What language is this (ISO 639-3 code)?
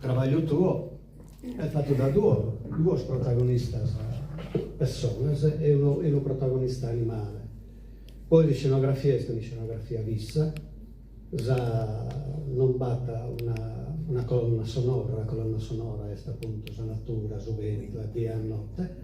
srd